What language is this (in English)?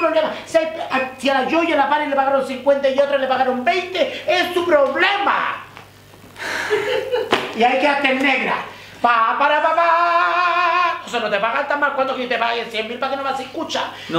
Spanish